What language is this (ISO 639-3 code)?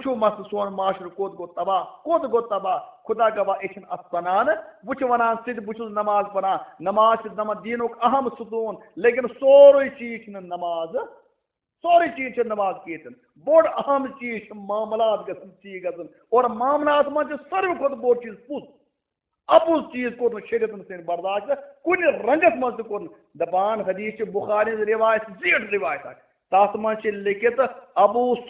kas